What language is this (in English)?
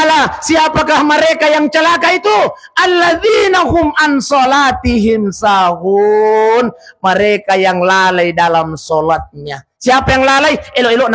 Buginese